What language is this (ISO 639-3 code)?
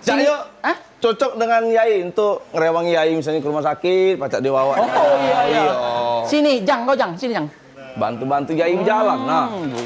mui